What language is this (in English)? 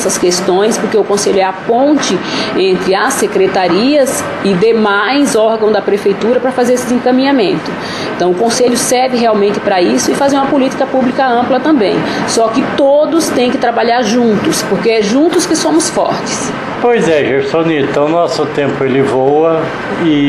Portuguese